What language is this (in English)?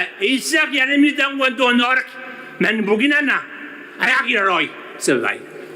Gilbertese